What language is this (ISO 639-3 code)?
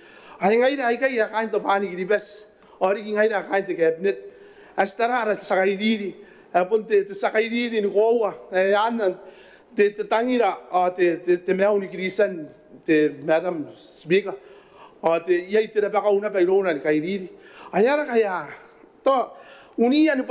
gil